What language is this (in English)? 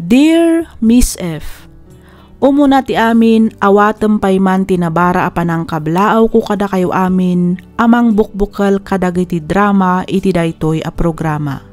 Iloko